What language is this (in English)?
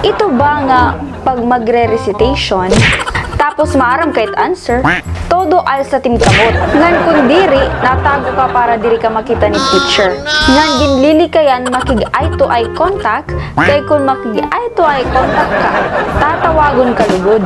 Waray